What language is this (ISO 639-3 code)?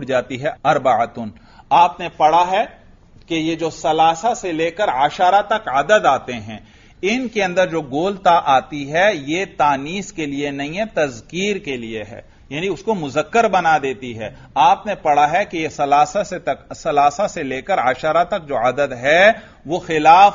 urd